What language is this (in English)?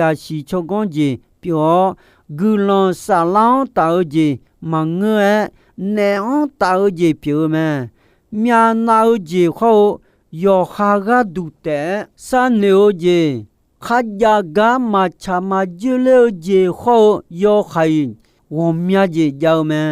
Akha